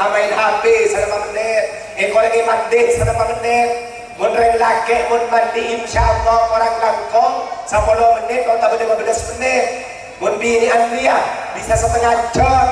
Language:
Madurese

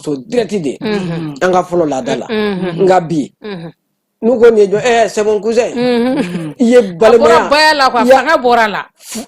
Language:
Bambara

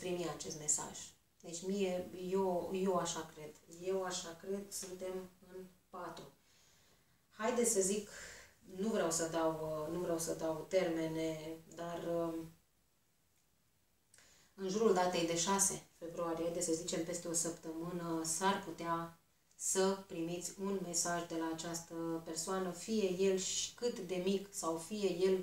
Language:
Romanian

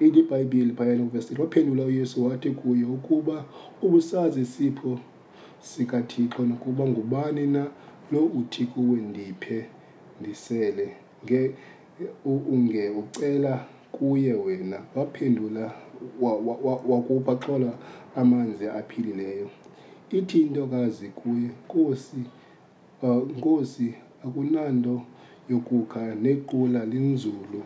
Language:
Xhosa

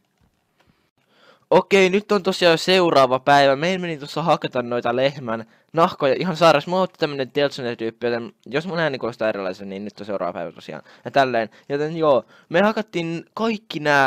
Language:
Finnish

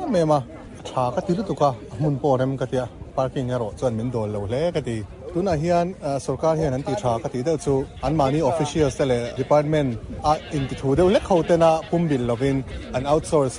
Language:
Mizo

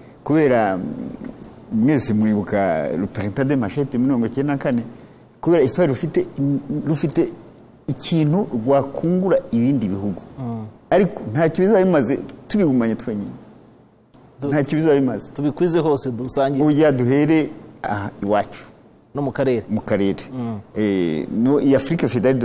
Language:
Kinyarwanda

